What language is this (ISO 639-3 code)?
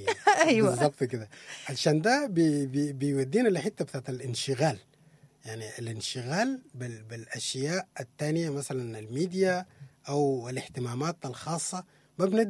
apd